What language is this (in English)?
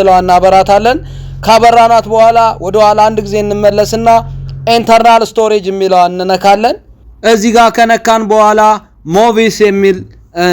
Amharic